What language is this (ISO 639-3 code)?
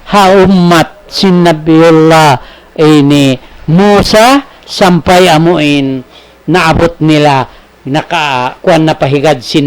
tsg